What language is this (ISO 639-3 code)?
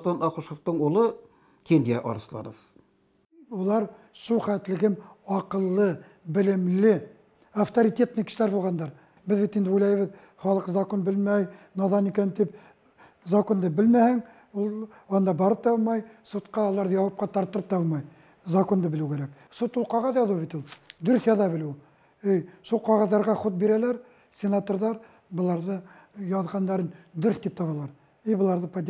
bak